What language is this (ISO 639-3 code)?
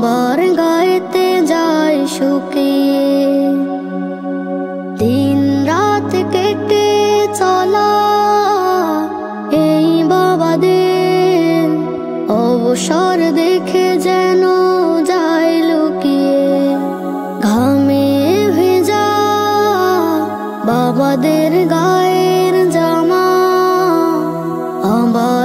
ben